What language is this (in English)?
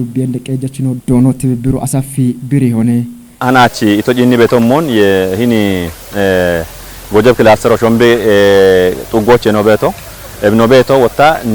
Kafa